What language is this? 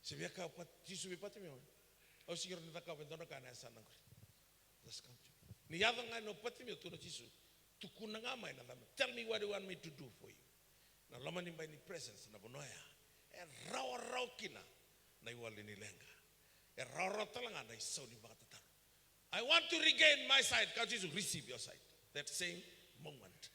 Fijian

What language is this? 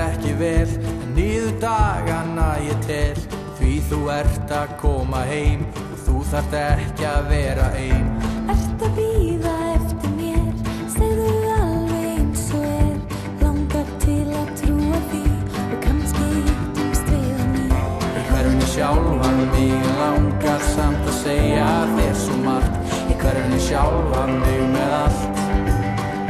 Icelandic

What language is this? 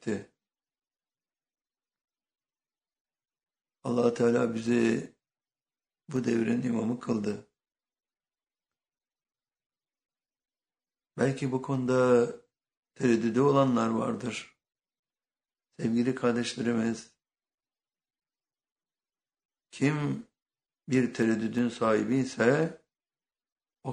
Turkish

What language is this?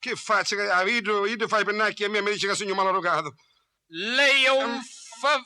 Sicilian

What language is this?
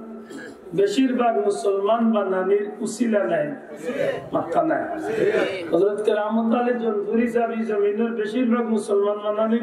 Sylheti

